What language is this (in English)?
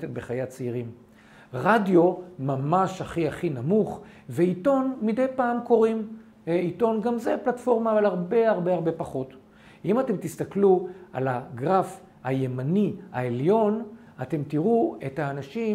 Hebrew